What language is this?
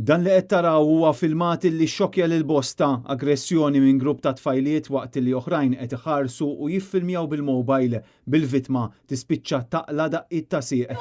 Maltese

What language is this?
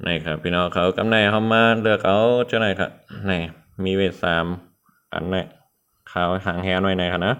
Shan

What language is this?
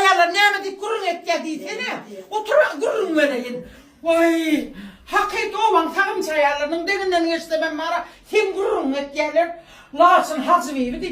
Turkmen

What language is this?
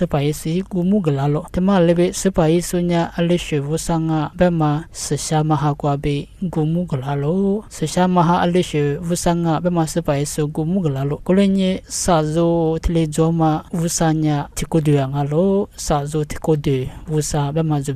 Lisu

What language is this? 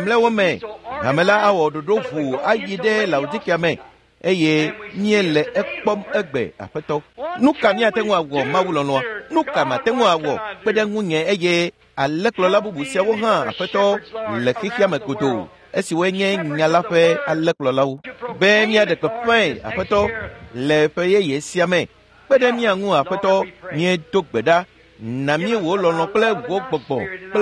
Ewe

